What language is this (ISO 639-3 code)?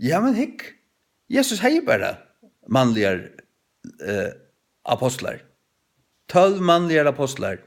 fao